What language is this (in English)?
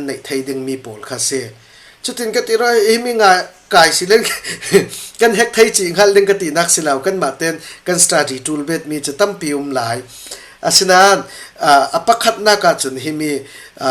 Falam Chin